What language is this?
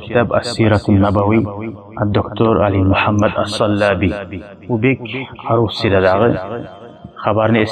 Kumyk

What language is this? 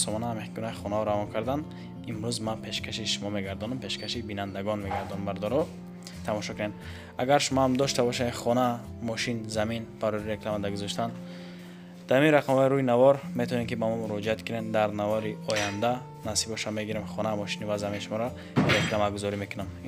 Tajik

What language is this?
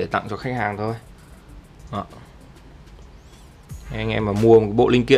Vietnamese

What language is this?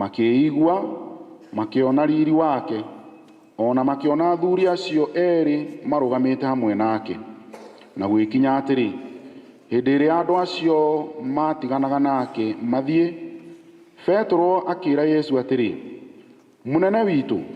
Kikuyu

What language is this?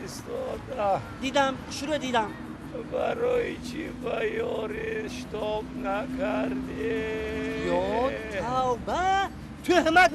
Tajik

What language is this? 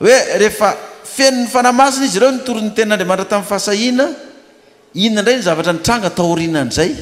Malagasy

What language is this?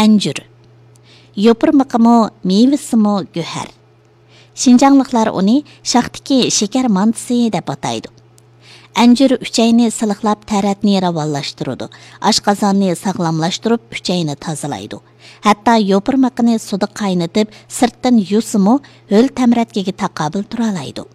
Uyghur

